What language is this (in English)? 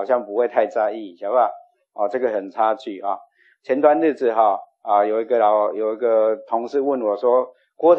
Chinese